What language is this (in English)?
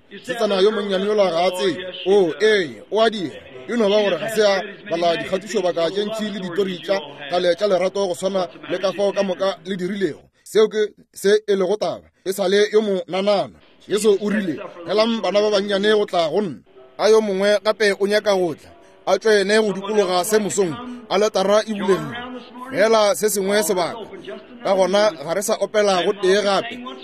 Northern Sotho